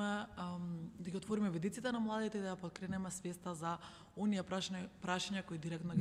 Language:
Macedonian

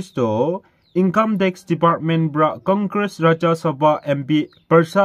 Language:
Naga Pidgin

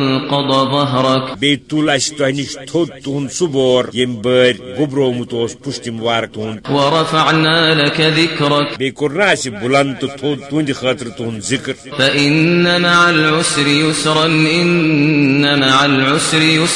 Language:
Kashmiri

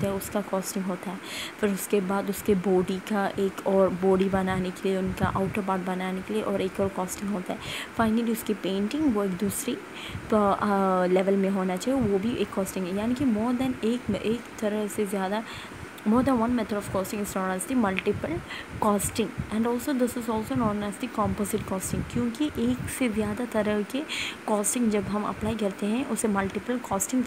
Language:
Hindi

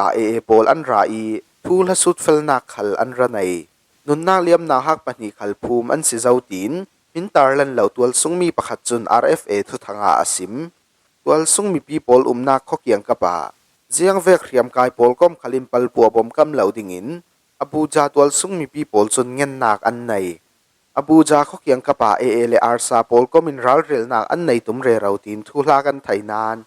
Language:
Falam Chin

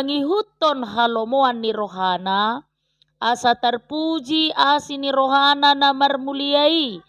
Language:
Batak Toba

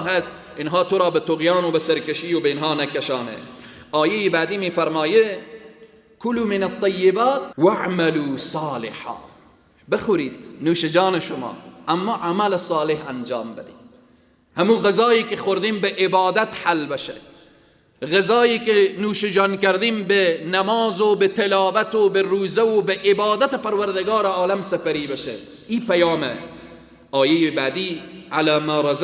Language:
Persian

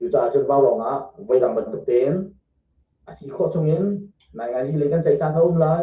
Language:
Hakha Chin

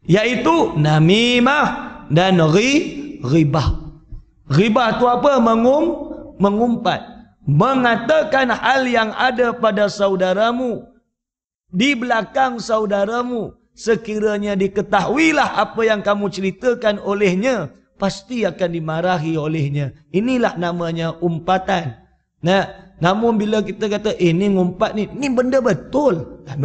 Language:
Malay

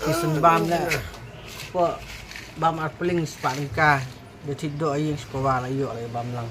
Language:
Khasi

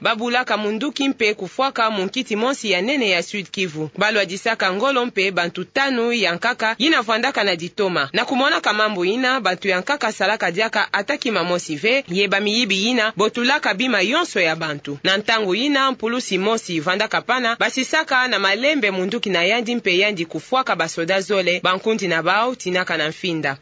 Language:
Kituba (Democratic Republic of Congo)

